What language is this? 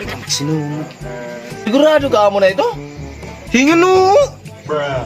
Waray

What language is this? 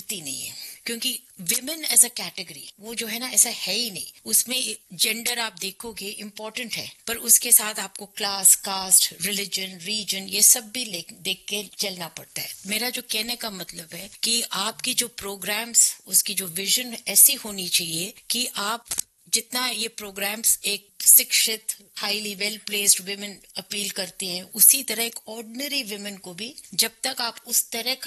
Hindi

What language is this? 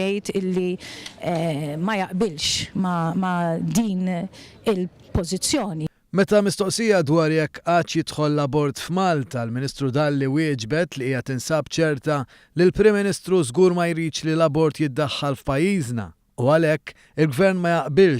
Maltese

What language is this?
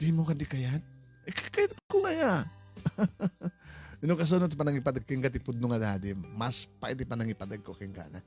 Iloko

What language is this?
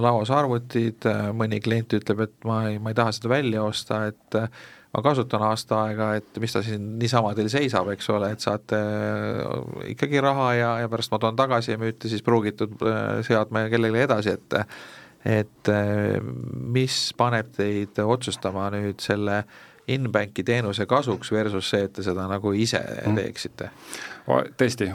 Estonian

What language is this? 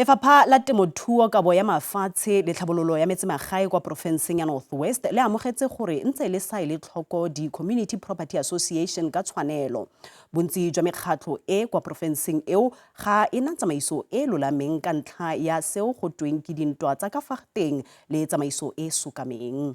Tswana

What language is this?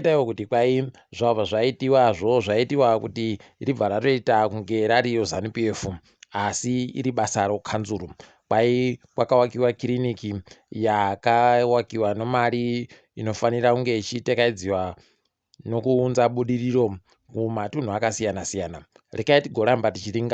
Ndau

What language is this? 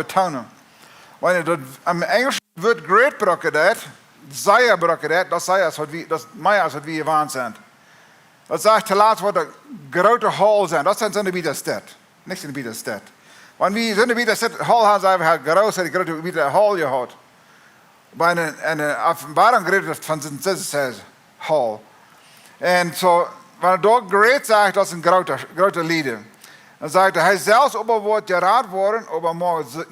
Plautdietsch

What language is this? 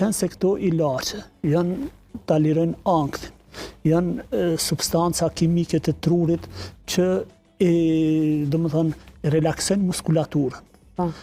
Albanian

